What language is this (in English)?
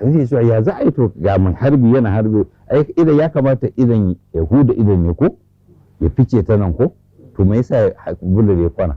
Hausa